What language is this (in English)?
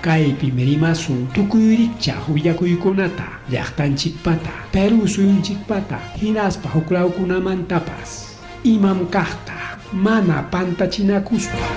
Ayacucho Quechua